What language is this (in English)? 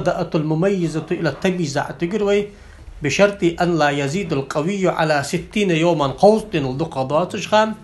Ingush